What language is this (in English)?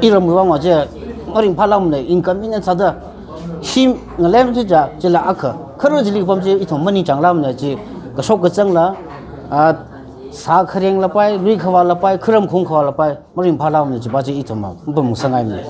Tangkhul Naga (India)